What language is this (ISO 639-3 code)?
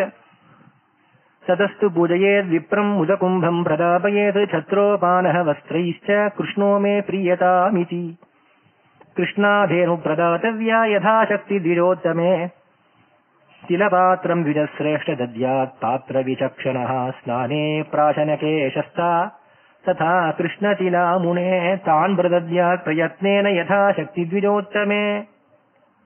tam